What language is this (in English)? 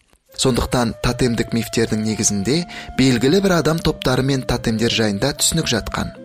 Kazakh